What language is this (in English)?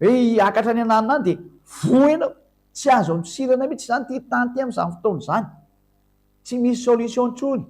Malagasy